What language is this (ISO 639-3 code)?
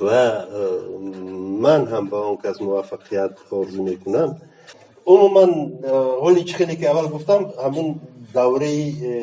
tgk